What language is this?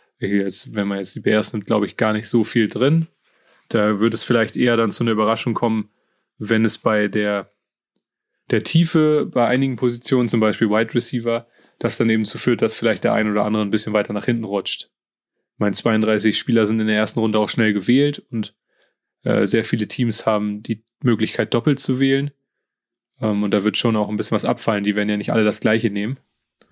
German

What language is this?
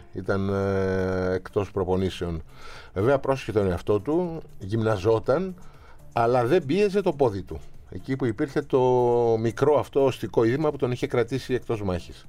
Greek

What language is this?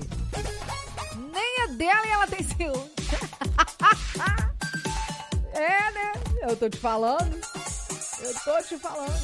Portuguese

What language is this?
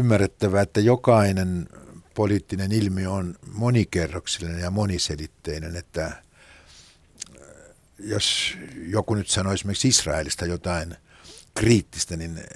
Finnish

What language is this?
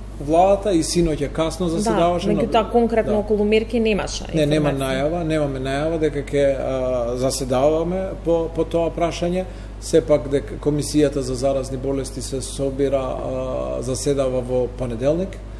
Macedonian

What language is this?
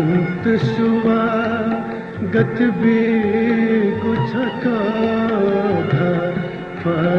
Newari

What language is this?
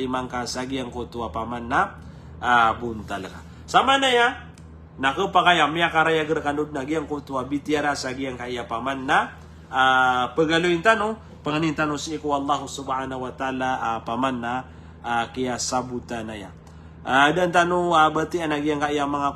Maranao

